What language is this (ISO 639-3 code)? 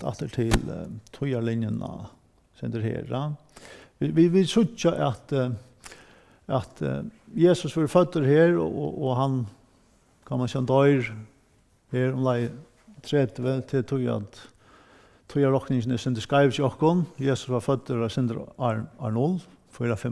fao